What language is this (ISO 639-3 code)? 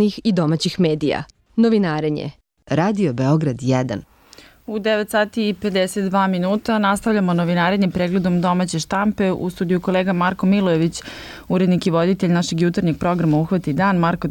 srp